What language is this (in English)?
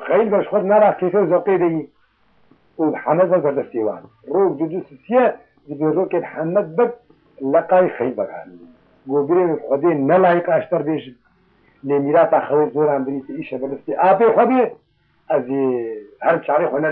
Kurdish